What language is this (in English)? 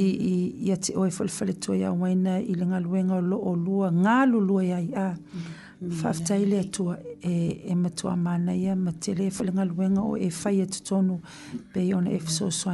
Samoan